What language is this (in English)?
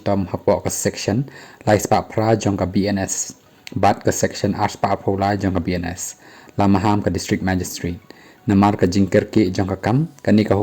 Khasi